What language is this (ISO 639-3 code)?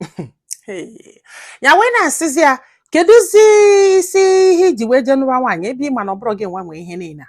ibo